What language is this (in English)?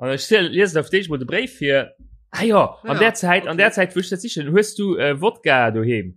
Luxembourgish